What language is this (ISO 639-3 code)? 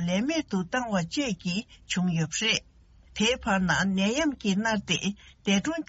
bod